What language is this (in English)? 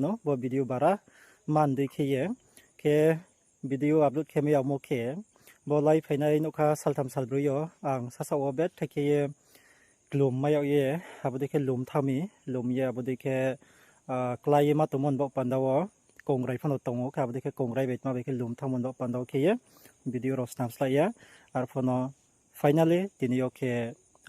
Riang (India)